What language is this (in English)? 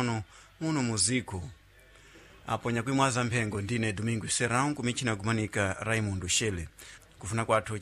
Sena